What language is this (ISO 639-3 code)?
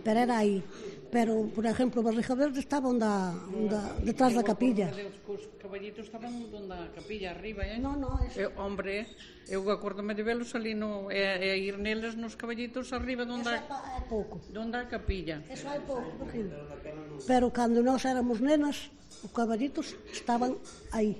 glg